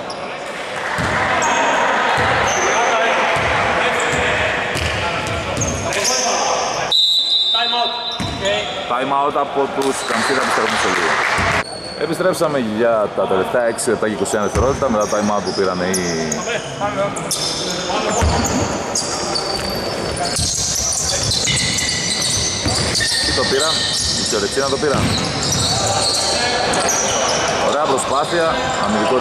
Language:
Greek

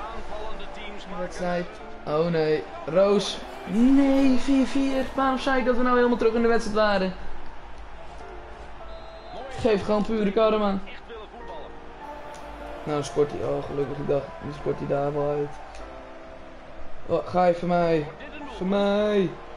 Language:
Dutch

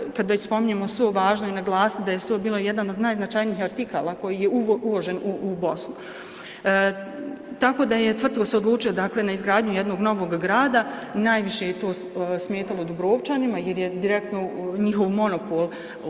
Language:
Bosnian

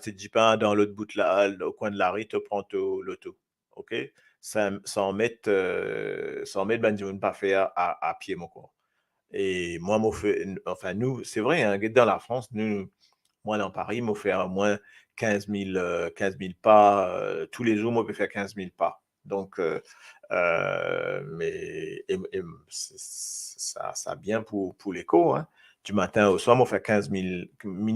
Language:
Morisyen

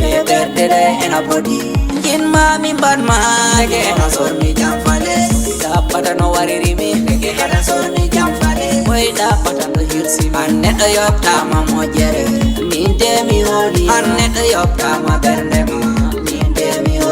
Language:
Fula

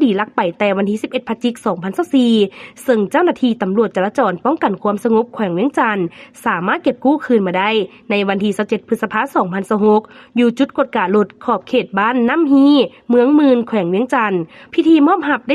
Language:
Lao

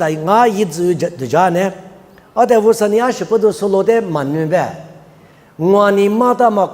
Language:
Lisu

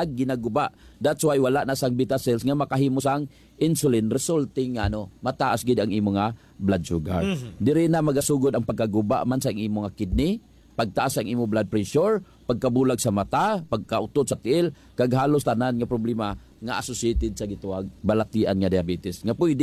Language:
Hiligaynon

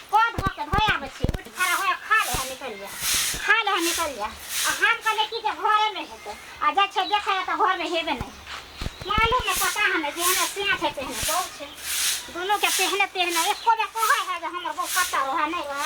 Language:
Maithili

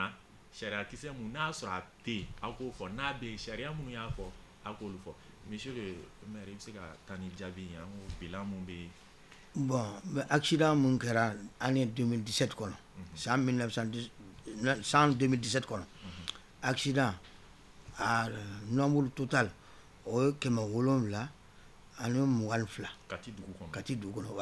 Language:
Bambara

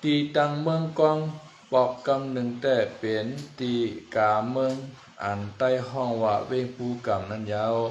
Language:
Shan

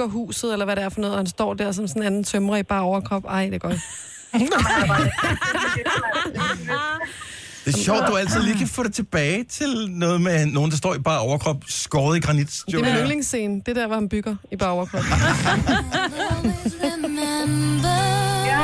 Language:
Danish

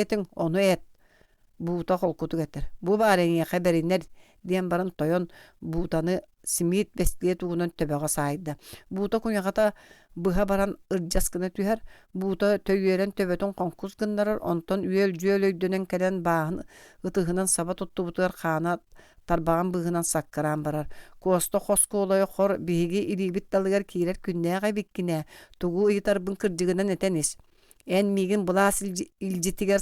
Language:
Yakut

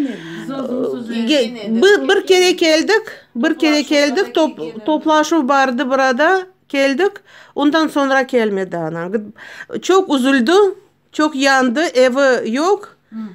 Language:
Crimean Tatar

